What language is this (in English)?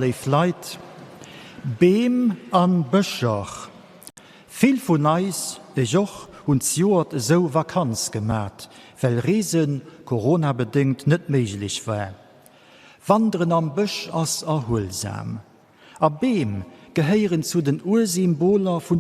Luxembourgish